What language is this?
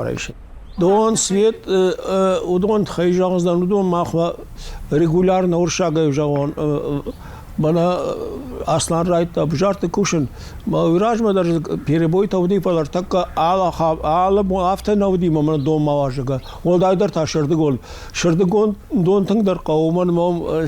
Ossetic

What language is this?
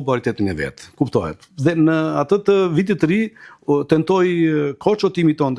Albanian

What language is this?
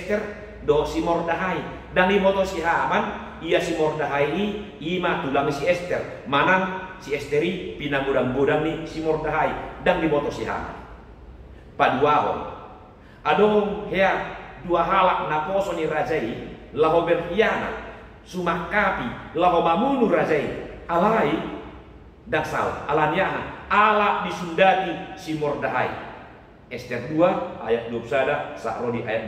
Batak Toba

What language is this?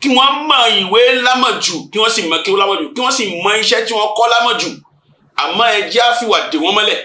Yoruba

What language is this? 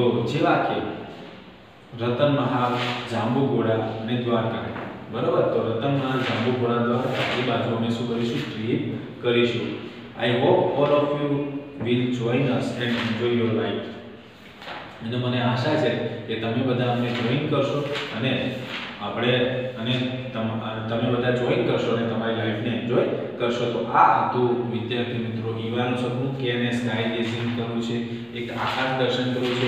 Gujarati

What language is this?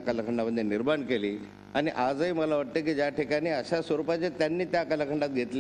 Marathi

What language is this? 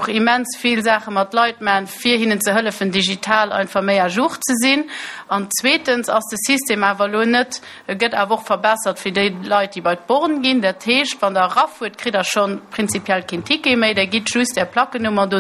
Luxembourgish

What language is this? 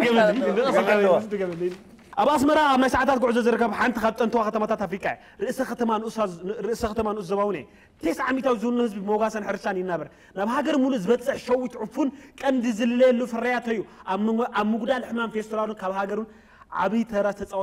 Tigrinya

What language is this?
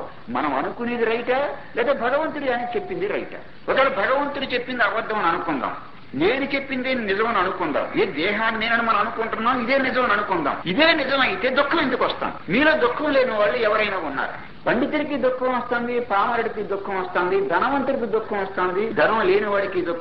Telugu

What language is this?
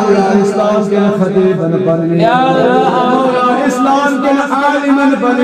Kashmiri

